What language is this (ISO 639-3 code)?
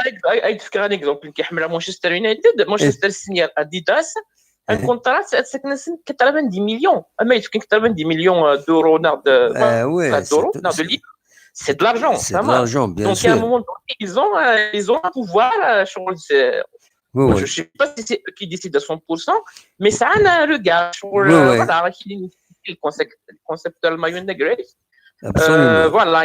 kab